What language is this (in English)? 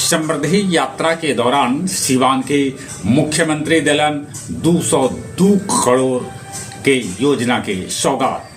Magahi